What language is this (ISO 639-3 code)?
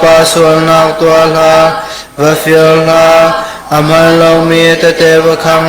cnh